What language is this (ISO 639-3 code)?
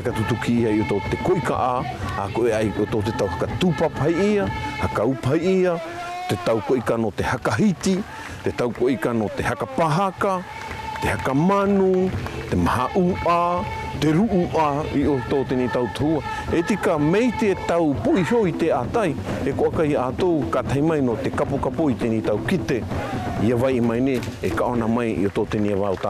mqm